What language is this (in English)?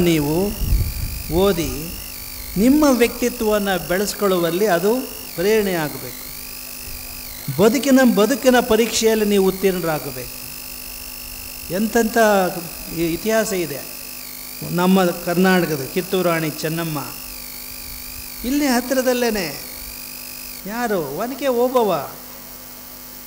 Kannada